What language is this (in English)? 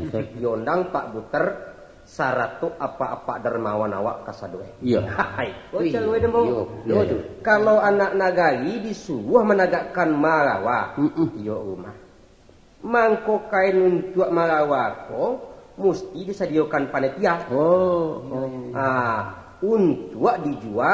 Minangkabau